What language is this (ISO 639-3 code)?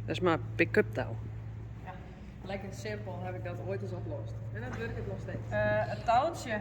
fry